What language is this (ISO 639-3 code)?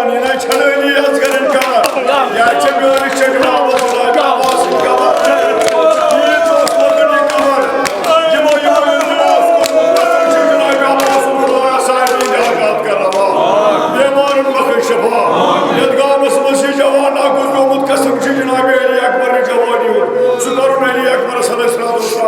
kas